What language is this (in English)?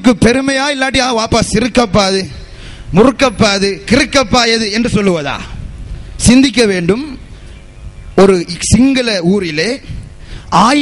Tamil